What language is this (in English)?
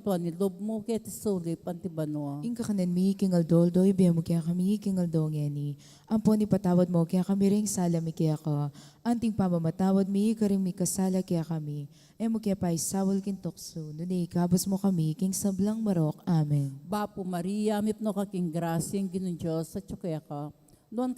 Pampanga